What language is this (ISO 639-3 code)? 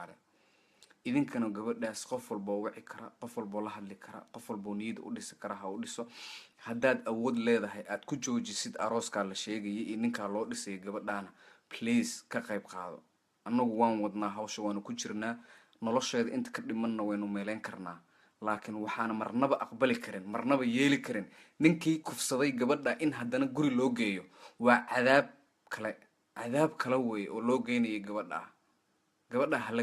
som